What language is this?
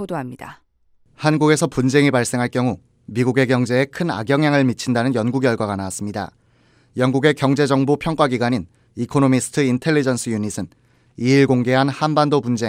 Korean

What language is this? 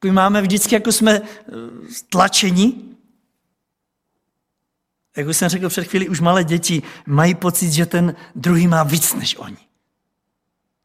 Czech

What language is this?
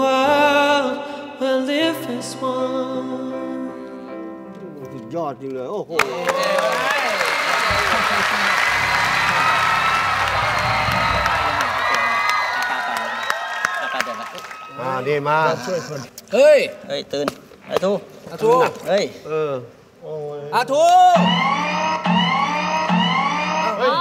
Thai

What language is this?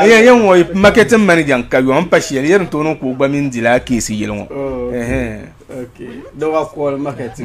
Dagbani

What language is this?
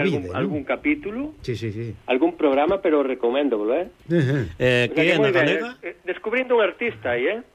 Galician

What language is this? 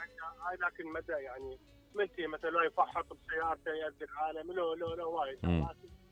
Mesopotamian Arabic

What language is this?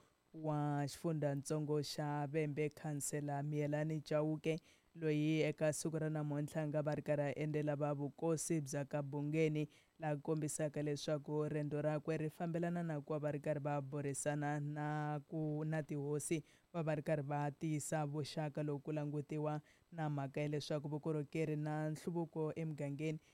Tsonga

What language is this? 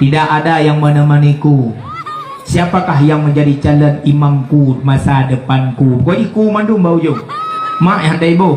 Achinese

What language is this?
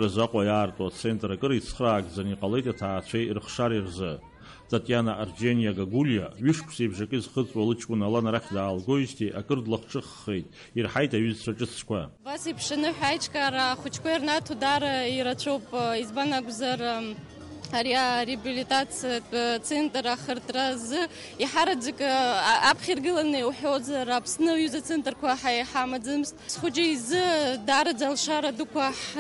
Abkhazian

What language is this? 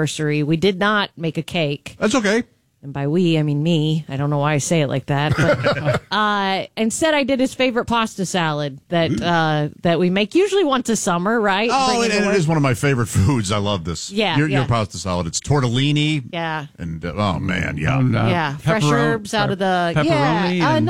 English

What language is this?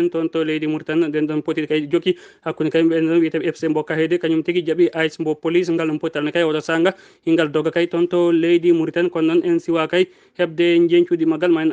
Fula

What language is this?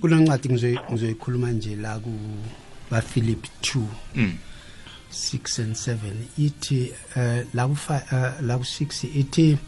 South Ndebele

